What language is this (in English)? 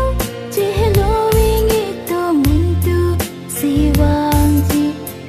Karbi